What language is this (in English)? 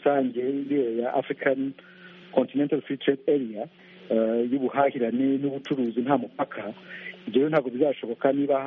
Kinyarwanda